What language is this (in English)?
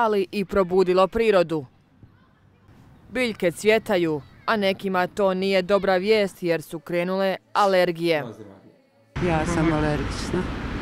Croatian